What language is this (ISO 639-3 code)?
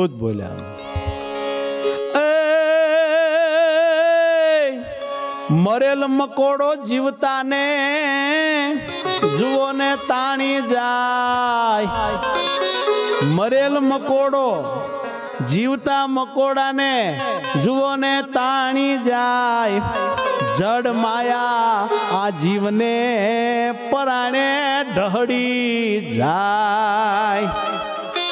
guj